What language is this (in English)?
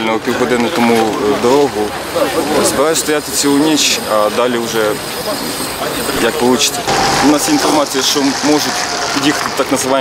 Ukrainian